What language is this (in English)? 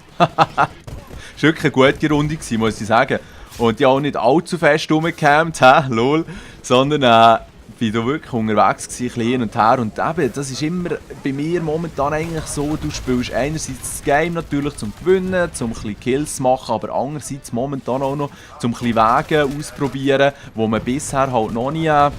Swiss German